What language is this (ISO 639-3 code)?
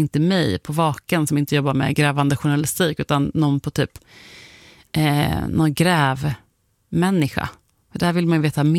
swe